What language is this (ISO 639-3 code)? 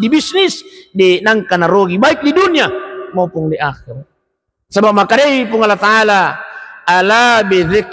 bug